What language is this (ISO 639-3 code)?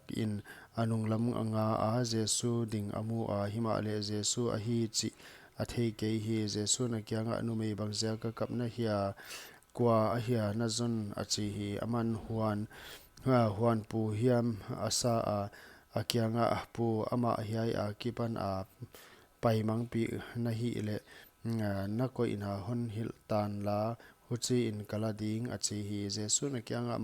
pck